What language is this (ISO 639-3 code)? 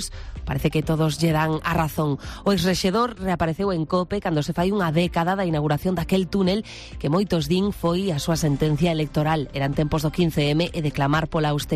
glg